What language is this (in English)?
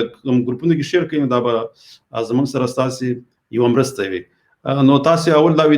Pashto